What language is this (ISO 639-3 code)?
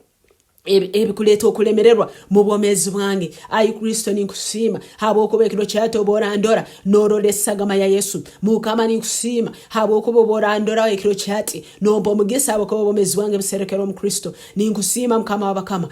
nyn